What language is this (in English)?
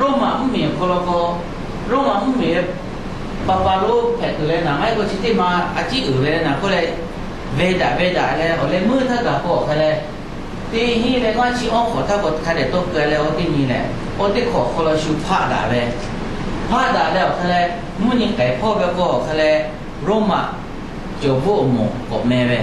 Lahu